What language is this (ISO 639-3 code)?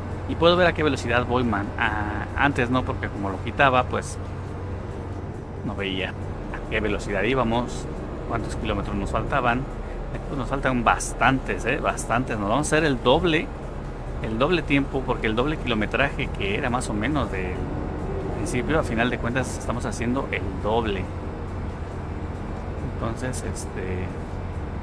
spa